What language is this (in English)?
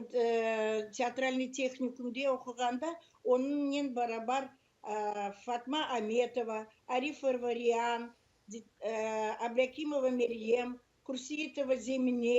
Crimean Tatar